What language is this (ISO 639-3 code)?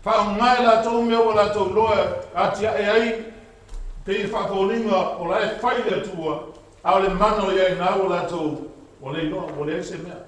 smo